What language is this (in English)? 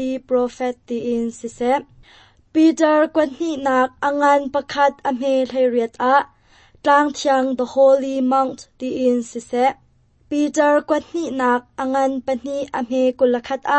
Hakha Chin